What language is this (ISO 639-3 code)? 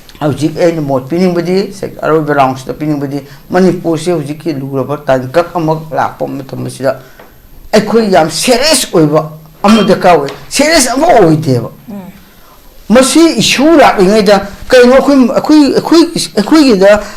mni